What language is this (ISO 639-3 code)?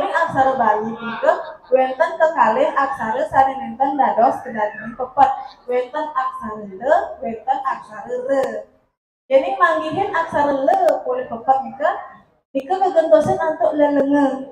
ban